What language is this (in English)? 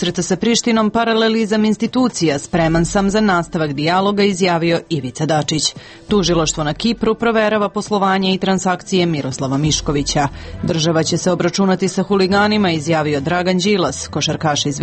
Serbian